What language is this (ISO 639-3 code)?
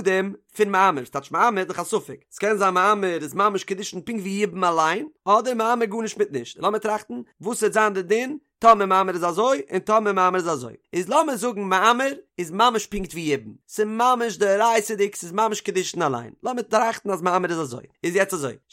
yid